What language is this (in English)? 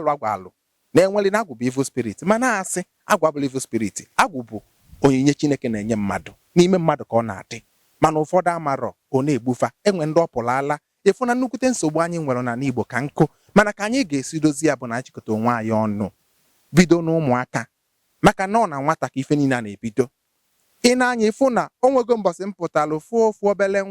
Igbo